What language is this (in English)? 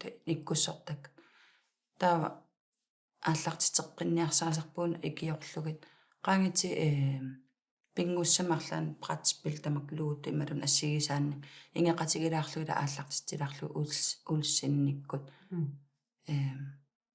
Kalaallisut